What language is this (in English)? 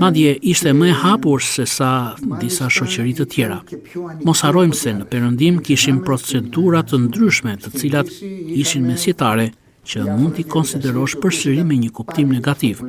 Albanian